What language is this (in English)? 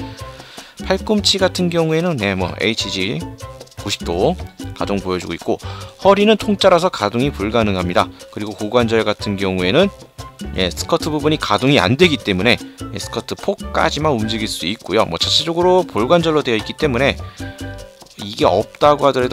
Korean